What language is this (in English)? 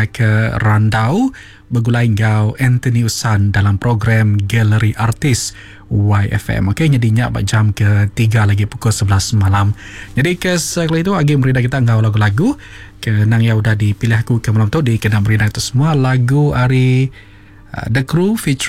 Iban